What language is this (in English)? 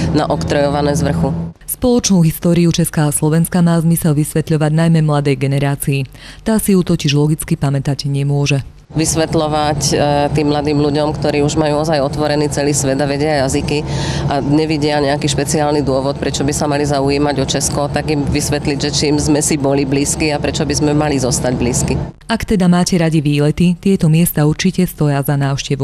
Slovak